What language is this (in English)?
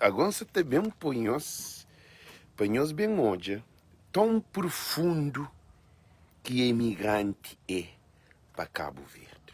Kabuverdianu